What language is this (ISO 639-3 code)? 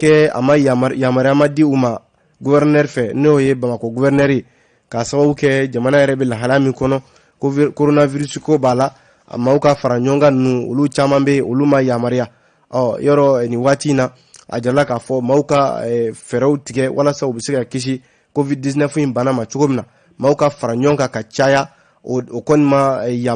bam